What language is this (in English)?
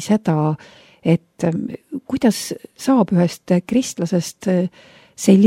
Estonian